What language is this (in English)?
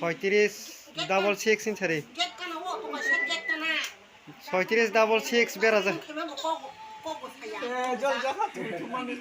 Kok Borok